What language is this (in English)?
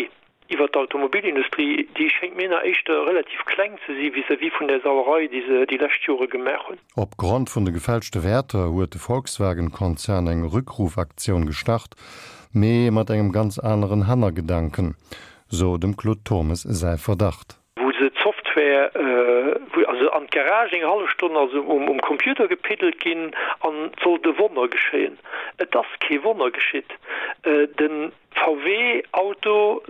Luxembourgish